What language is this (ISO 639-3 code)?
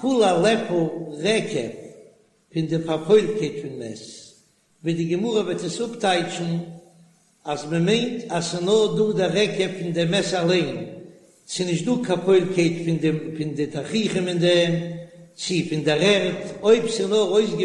yid